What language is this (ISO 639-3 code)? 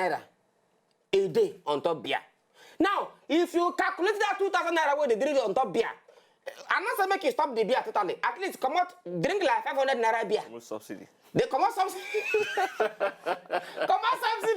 pcm